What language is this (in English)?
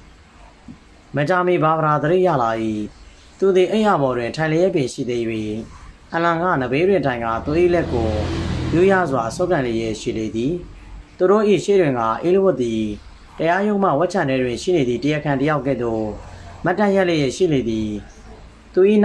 Burmese